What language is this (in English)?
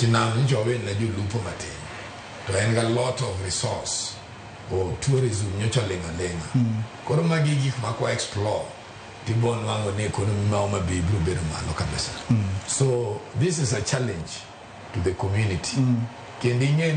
Luo (Kenya and Tanzania)